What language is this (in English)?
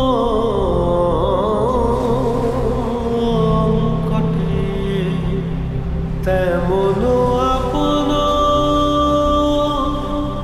Bangla